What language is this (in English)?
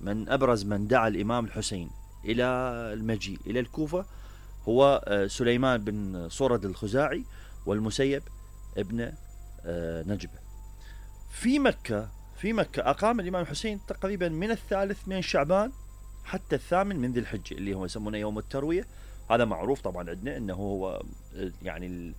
Mesopotamian Arabic